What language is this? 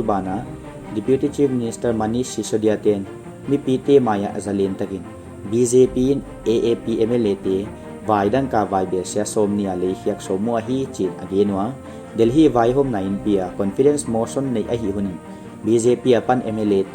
Paite Chin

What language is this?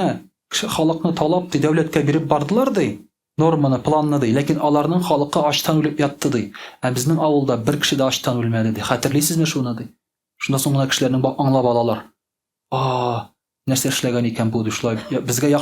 Tatar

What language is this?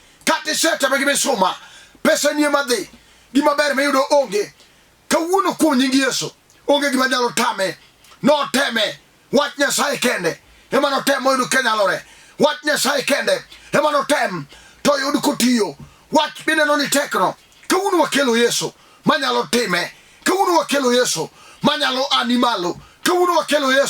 Luo (Kenya and Tanzania)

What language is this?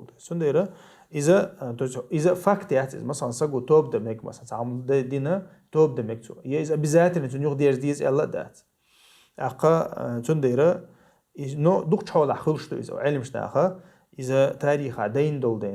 Chechen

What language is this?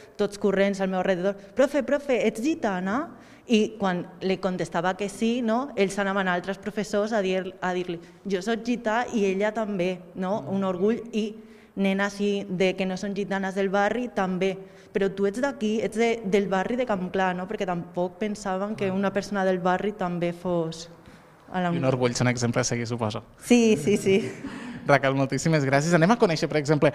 Catalan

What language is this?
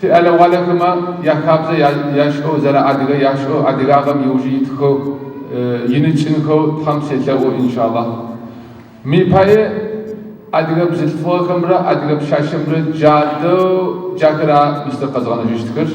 Adyghe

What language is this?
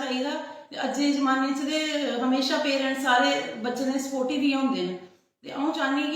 Dogri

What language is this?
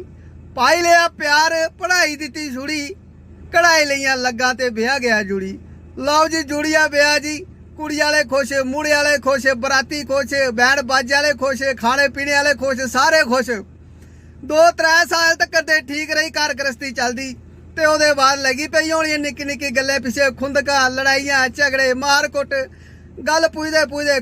Dogri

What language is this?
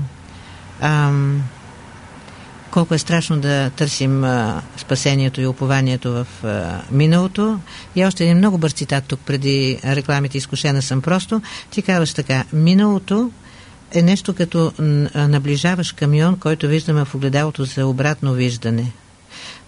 Bulgarian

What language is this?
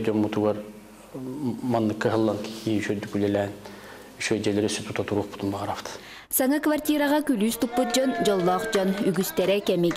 Yakut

